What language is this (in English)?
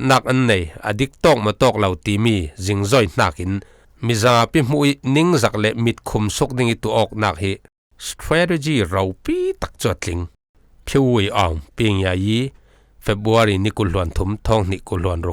Falam Chin